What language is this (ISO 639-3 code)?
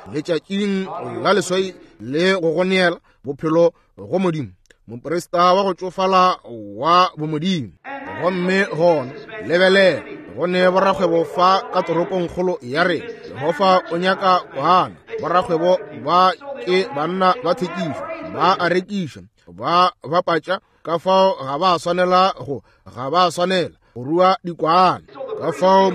nso